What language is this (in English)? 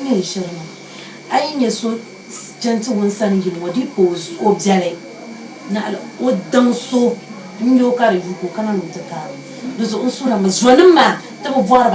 Dagbani